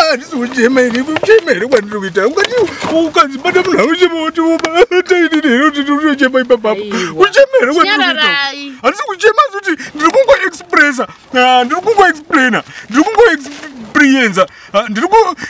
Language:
Shona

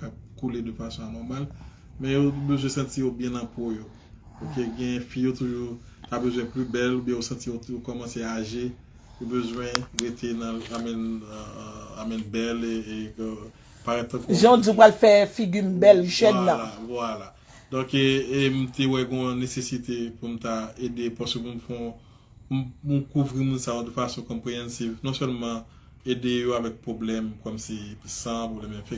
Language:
Haitian Creole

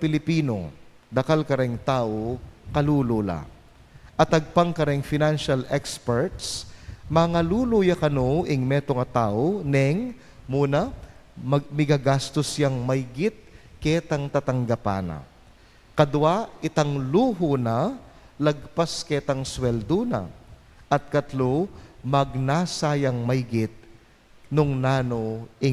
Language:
Pampanga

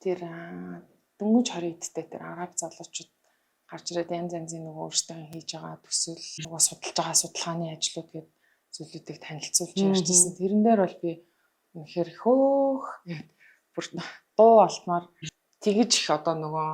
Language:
Mongolian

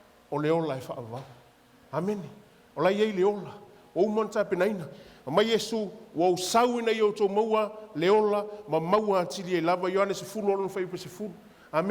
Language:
Samoan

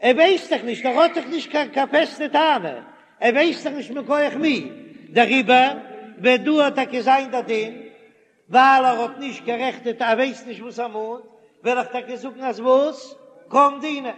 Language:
Yiddish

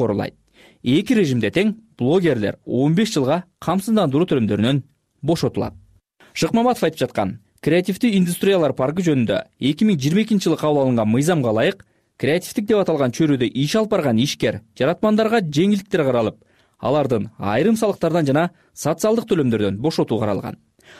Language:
Kyrgyz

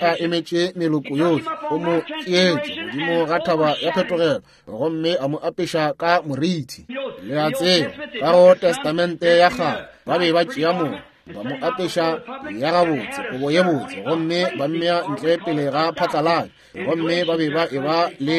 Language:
Northern Sotho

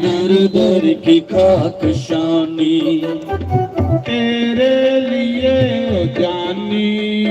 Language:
Dogri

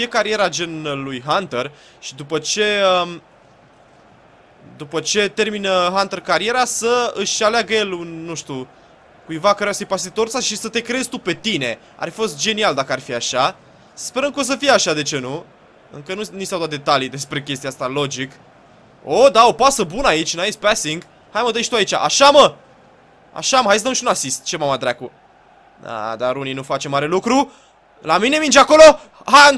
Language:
Romanian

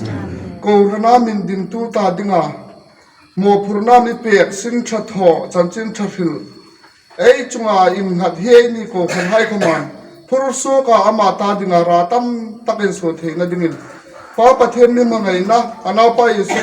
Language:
Hmar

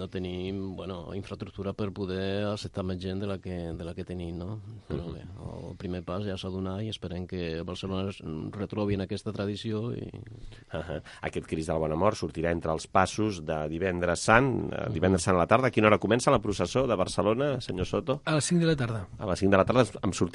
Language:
Catalan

